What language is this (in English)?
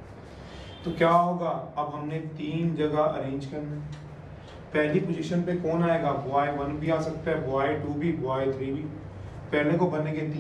Hindi